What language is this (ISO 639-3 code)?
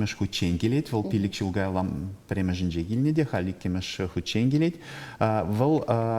chv